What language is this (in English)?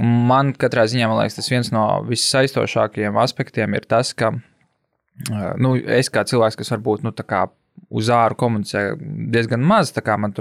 Latvian